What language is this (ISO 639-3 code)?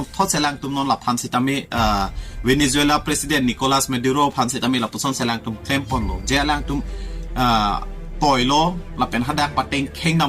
mjw